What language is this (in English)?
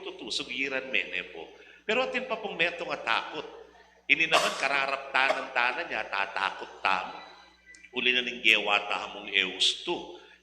Pampanga